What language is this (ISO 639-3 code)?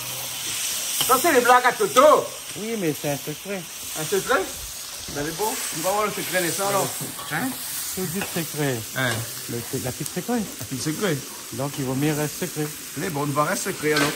rcf